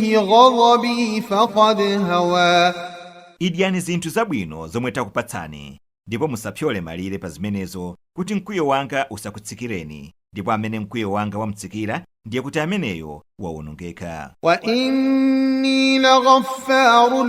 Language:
Nyanja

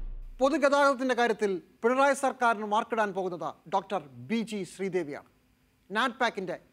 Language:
Malayalam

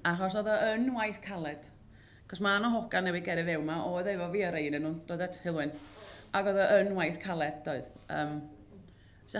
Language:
Welsh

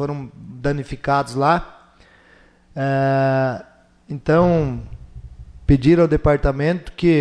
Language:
Portuguese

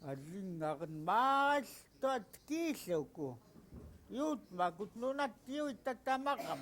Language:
Central Yupik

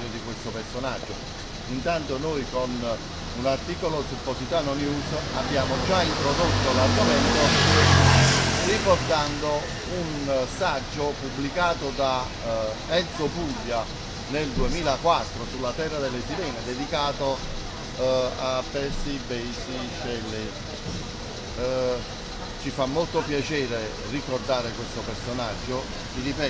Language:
Italian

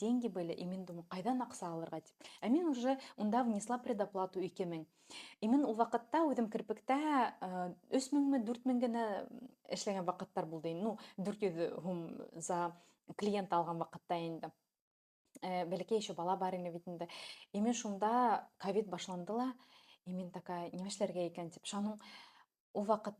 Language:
Bashkir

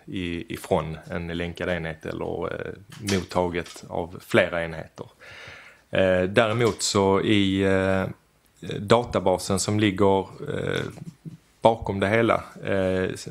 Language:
Swedish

